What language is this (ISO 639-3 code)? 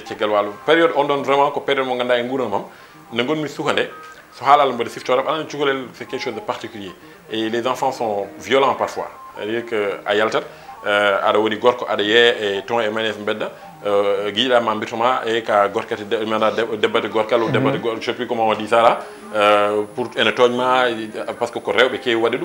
ful